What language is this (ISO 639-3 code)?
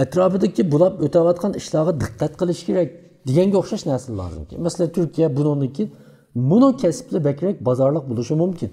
uig